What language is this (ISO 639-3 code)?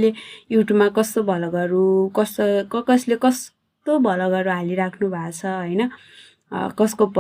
nep